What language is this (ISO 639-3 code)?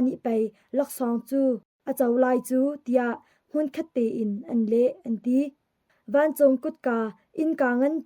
cnh